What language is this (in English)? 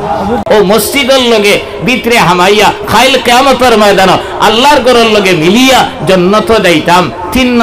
Sylheti